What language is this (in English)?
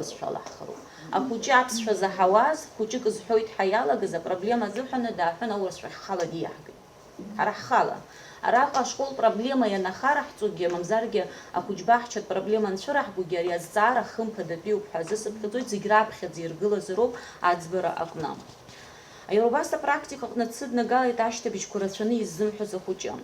Abkhazian